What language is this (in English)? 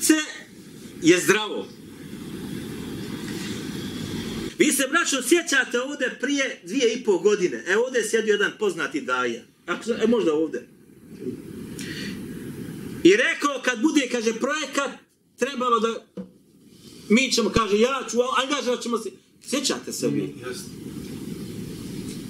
Bosnian